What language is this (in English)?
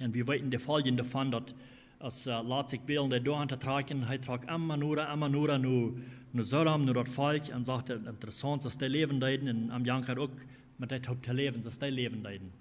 Plautdietsch